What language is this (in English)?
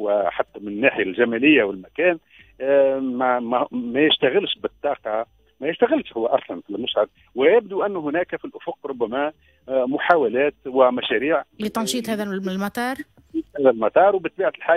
Tunisian Arabic